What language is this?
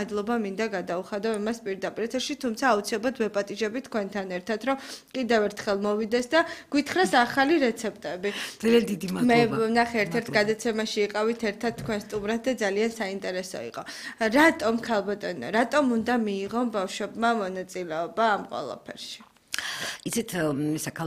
Georgian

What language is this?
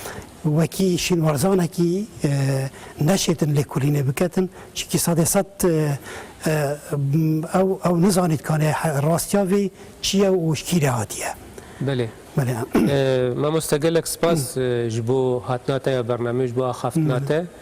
Kurdish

